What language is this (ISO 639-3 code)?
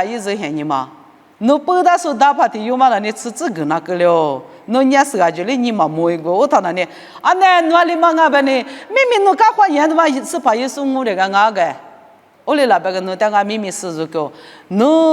lis